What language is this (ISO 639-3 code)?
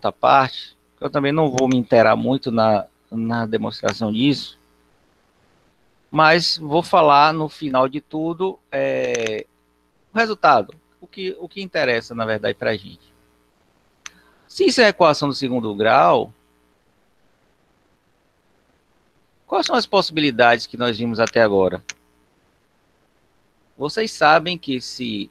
por